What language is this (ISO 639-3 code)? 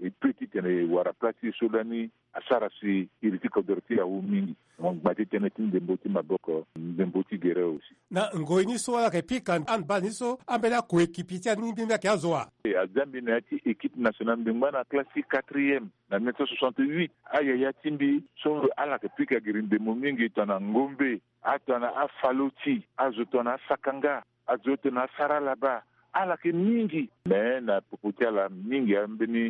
sag